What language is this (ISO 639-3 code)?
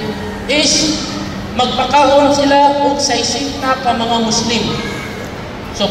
ceb